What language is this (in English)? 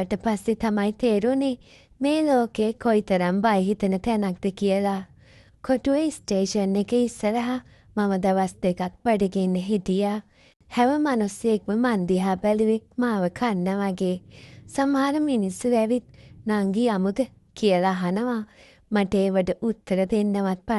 Sinhala